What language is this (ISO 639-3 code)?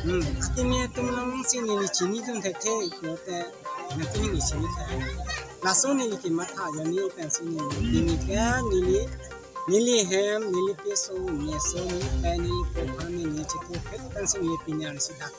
mjw